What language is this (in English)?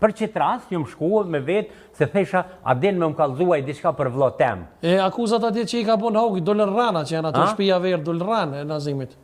Albanian